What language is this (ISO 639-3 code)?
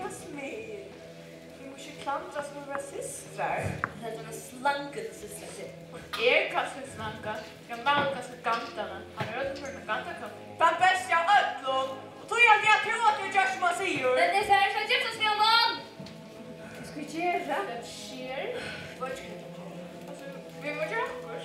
fao